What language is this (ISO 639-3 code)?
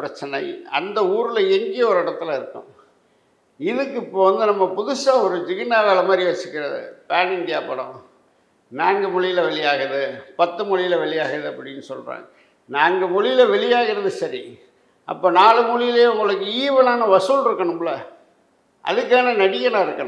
tam